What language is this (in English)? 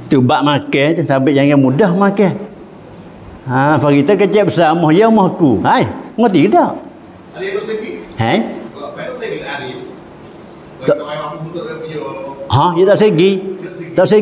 Malay